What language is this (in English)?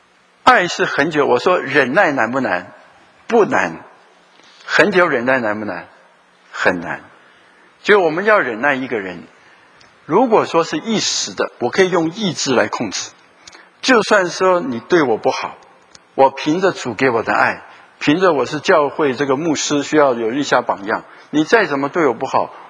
Chinese